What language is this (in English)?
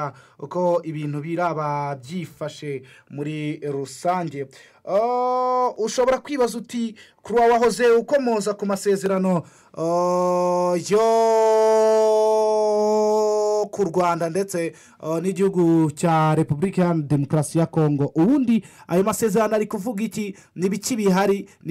Kinyarwanda